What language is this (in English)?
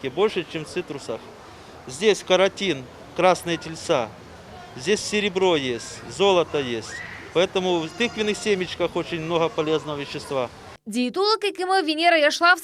Crimean Tatar